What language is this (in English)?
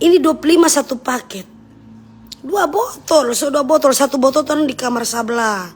Manado Malay